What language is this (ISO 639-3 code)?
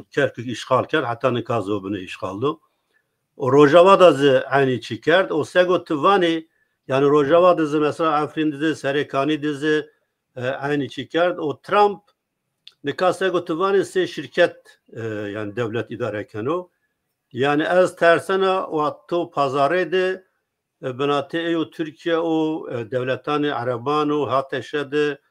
zza